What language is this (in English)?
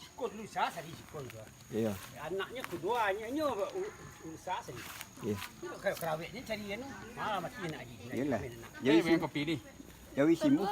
Minangkabau